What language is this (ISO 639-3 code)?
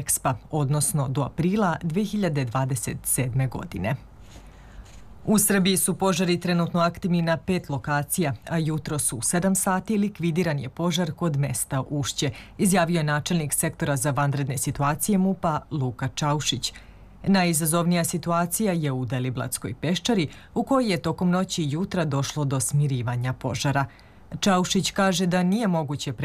srp